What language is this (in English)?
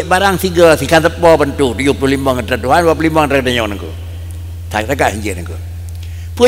Achinese